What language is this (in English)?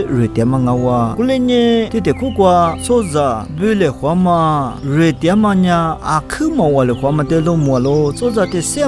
Lisu